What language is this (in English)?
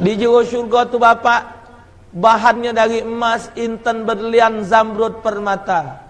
Musi